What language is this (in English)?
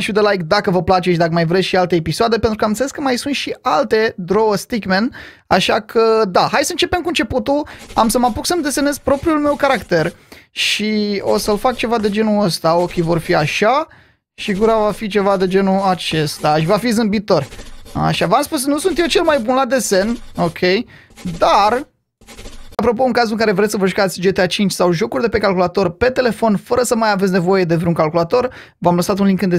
Romanian